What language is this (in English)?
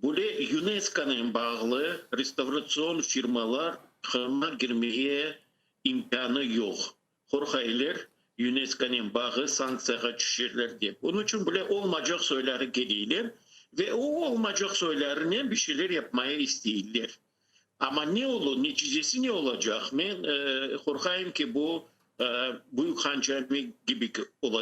Crimean Tatar